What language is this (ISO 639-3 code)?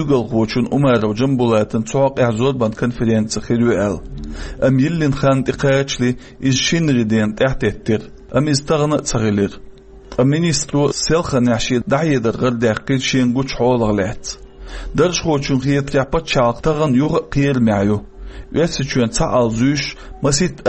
che